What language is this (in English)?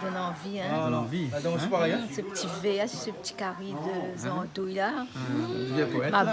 Réunion Creole French